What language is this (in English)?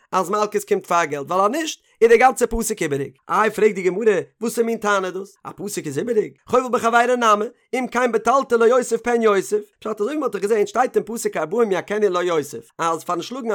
Yiddish